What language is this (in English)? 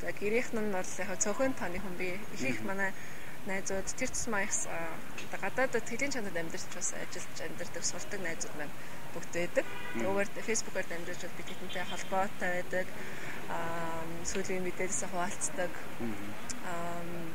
Mongolian